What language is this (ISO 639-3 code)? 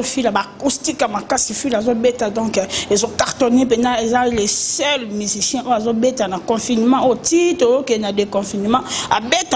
lin